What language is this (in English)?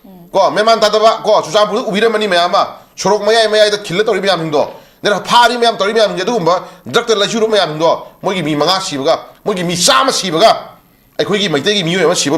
Manipuri